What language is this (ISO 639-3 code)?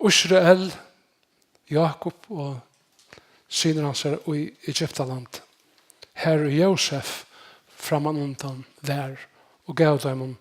fao